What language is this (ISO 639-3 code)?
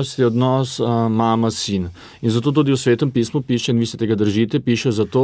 slv